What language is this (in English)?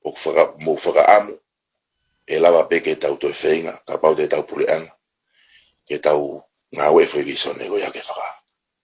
Tongan